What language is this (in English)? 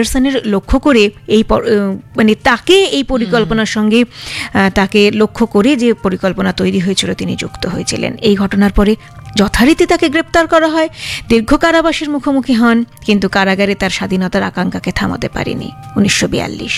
Bangla